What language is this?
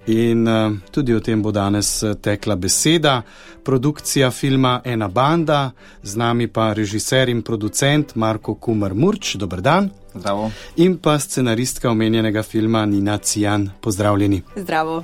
Slovenian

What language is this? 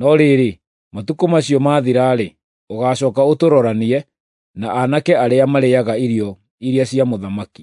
Kikuyu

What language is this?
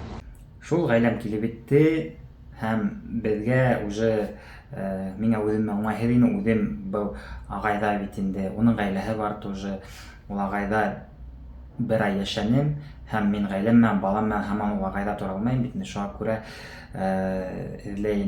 Bashkir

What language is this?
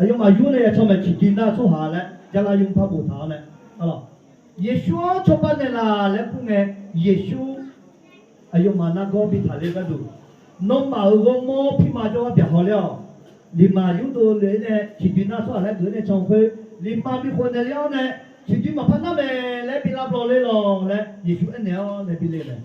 Akha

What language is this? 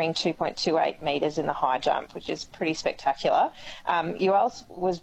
English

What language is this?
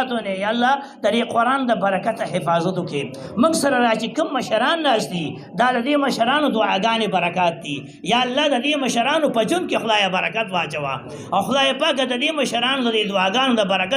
Pashto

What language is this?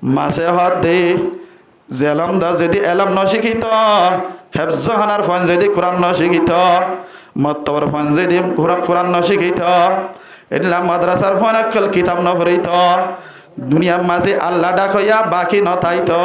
Rohingya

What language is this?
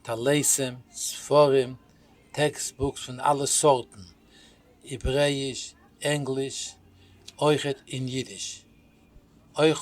Yiddish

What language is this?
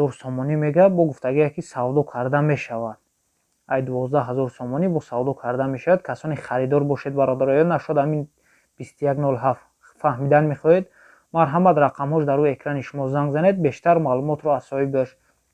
Tajik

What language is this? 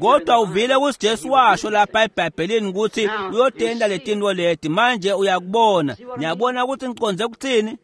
Swati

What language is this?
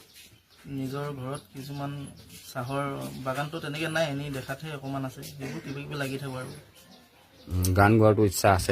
Assamese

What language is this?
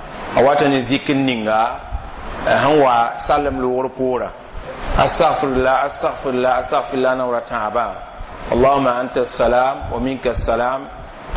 Mossi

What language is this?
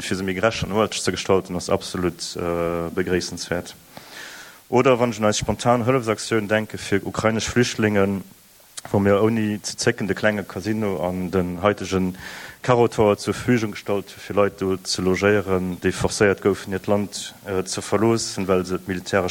Luxembourgish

